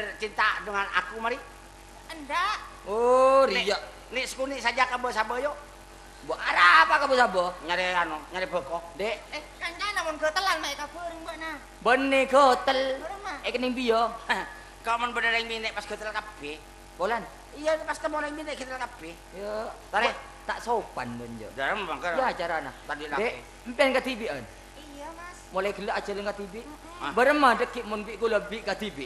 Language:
Madurese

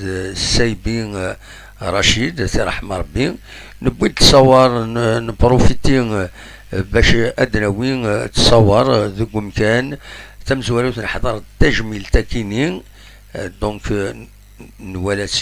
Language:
Kabyle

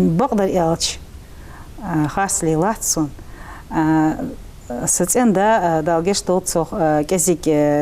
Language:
Ingush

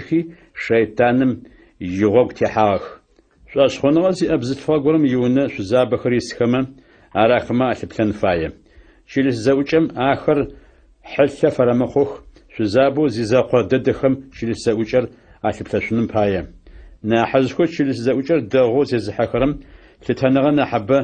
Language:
Adyghe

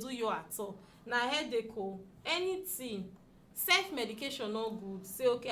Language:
Nigerian Pidgin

